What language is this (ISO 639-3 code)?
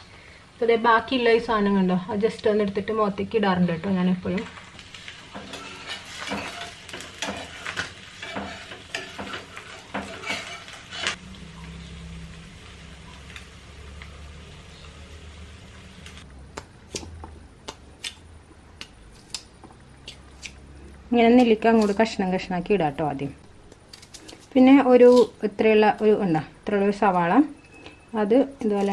mal